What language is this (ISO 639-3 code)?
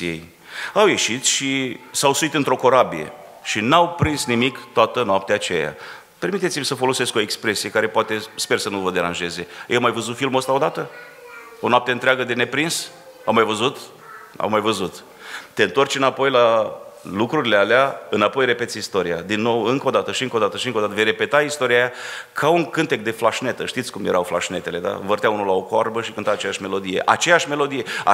ron